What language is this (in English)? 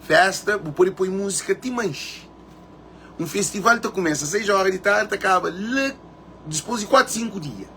Kabuverdianu